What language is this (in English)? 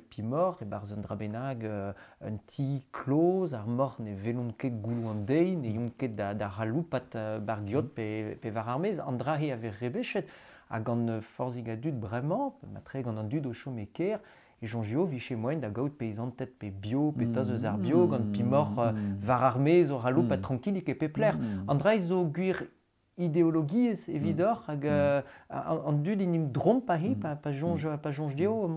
Breton